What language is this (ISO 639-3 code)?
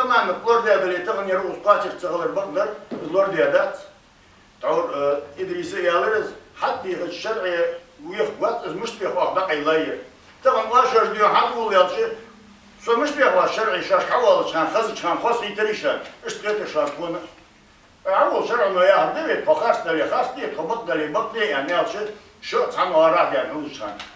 inh